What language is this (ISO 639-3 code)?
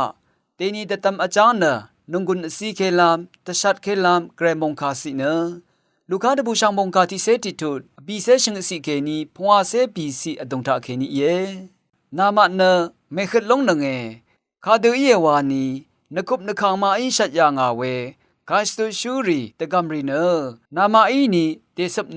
raw